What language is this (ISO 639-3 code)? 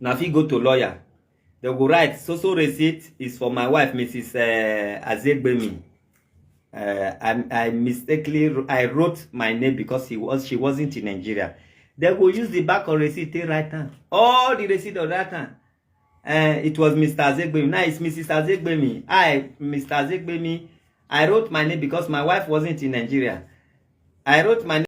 pcm